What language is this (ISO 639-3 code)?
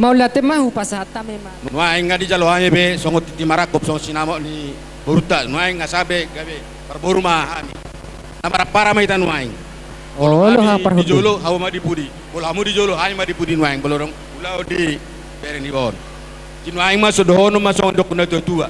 bbc